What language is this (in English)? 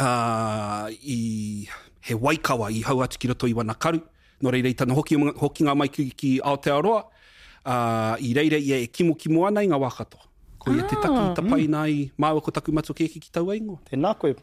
Māori